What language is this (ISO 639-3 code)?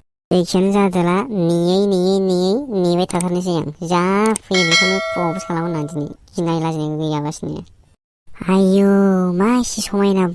brx